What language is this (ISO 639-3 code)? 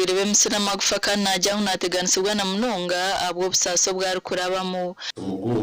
nyn